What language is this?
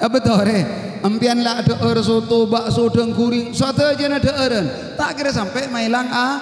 Madurese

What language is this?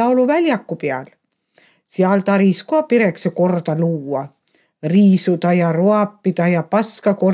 Estonian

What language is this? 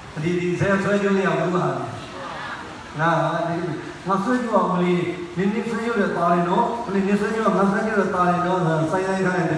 Burmese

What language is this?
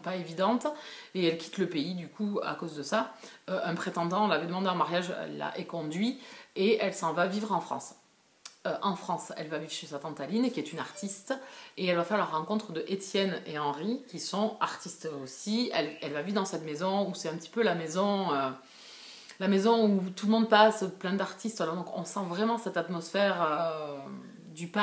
French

